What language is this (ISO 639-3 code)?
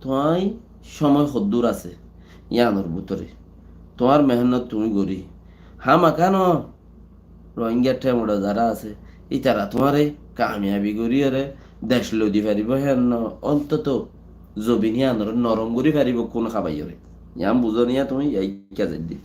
rhg